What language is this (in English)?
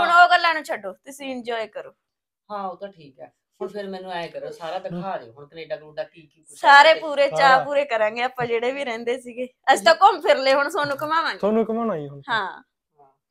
Punjabi